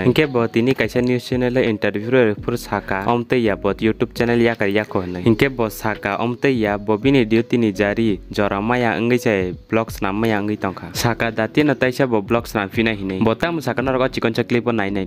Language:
Kok Borok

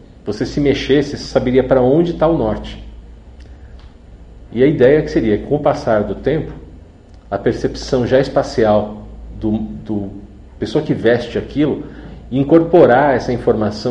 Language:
Portuguese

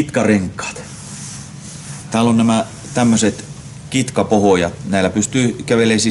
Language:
Finnish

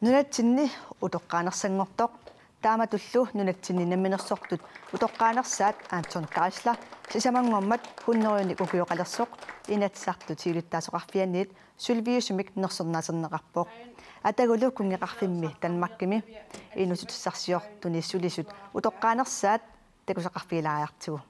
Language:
Kalaallisut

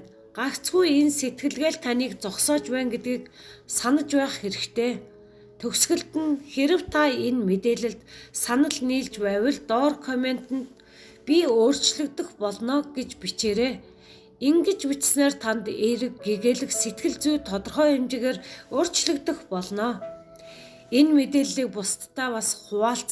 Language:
Mongolian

